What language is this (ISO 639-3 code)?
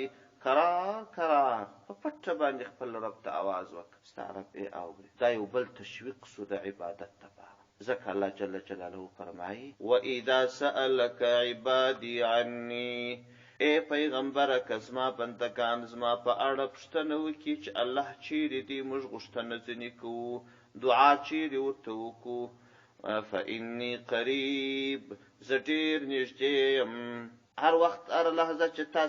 pus